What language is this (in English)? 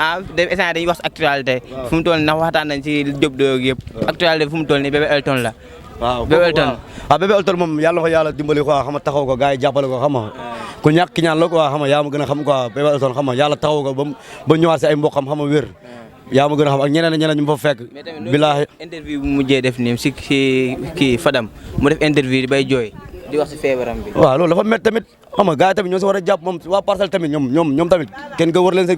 Wolof